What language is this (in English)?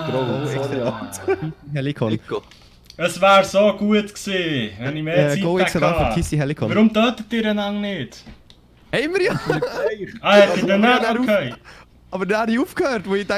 Swiss German